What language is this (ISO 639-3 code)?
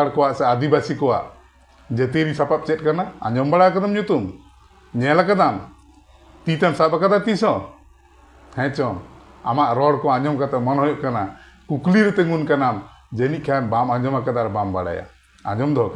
sat